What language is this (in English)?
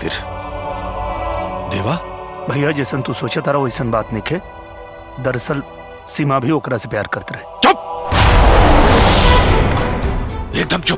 Bhojpuri